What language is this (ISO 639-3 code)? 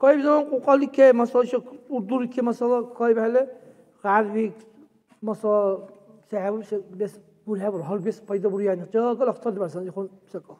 dar